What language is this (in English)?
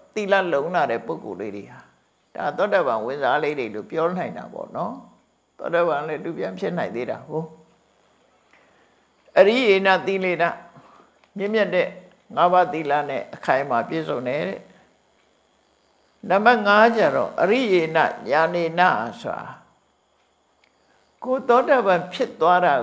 Burmese